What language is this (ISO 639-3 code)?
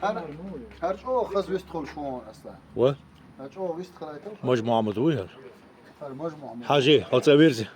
che